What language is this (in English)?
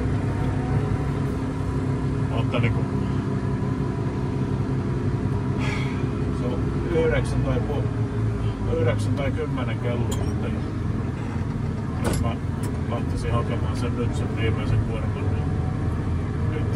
Finnish